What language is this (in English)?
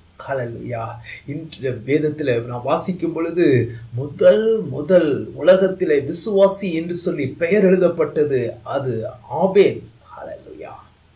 Tamil